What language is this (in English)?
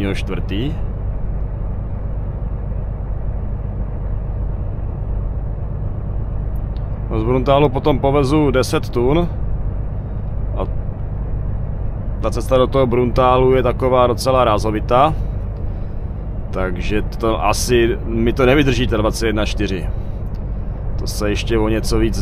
Czech